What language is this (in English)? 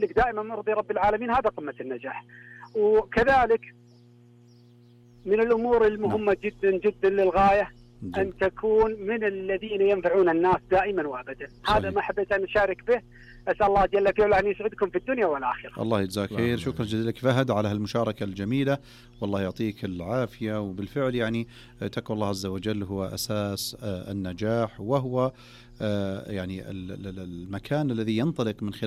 Arabic